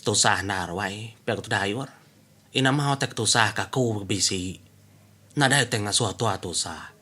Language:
Iban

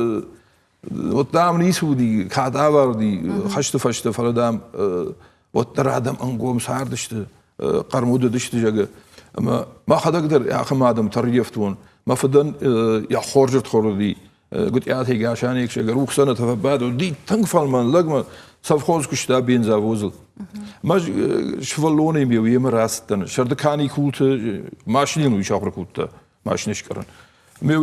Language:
Ossetic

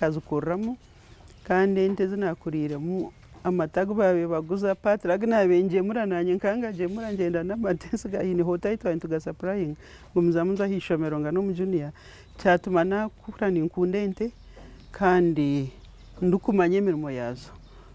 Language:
Nyankole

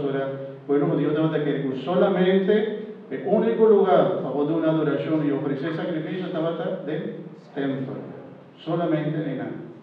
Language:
Papiamento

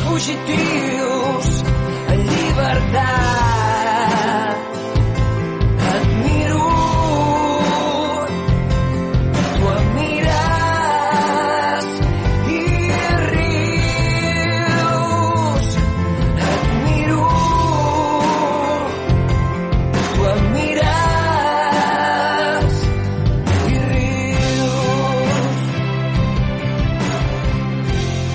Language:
Catalan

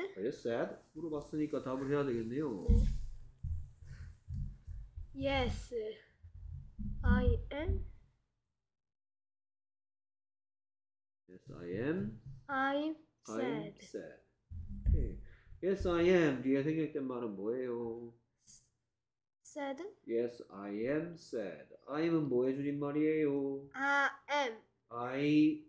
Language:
Korean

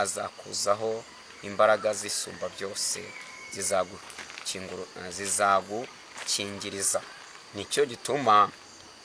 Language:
Kinyarwanda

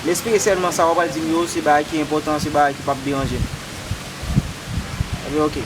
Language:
Haitian Creole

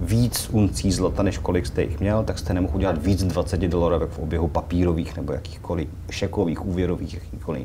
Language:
Czech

